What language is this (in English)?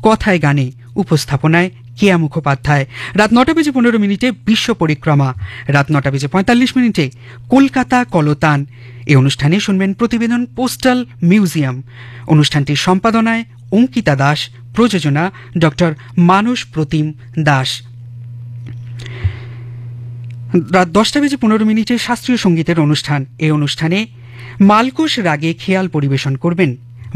Bangla